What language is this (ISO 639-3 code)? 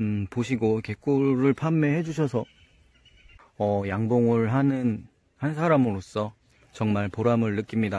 kor